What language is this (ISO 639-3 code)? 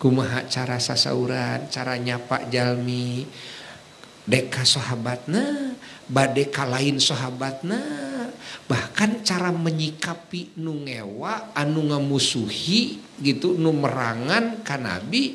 sun